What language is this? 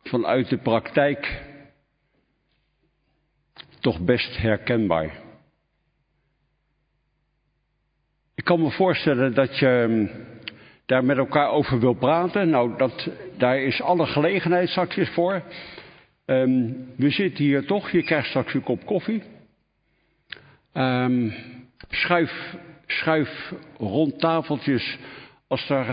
Dutch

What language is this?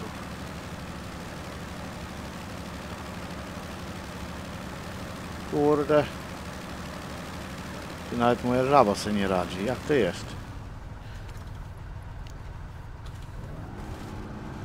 Polish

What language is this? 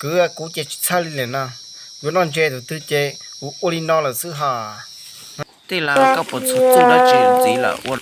Hmong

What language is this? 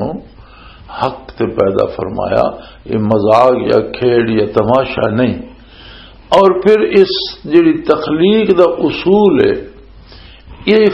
Western Panjabi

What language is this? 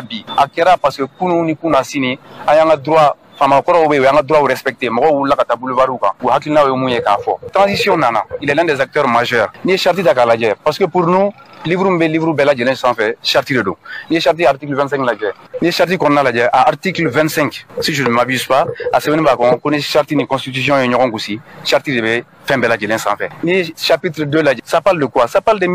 Bambara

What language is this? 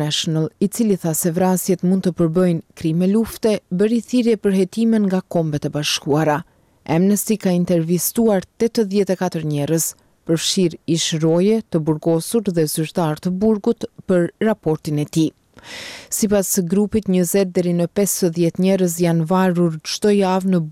Albanian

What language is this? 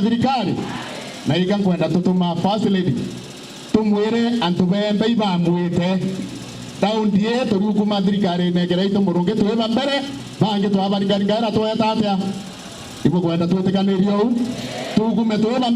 Meru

